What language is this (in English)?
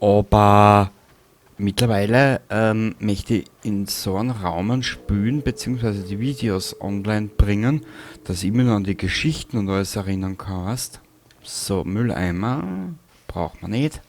Bavarian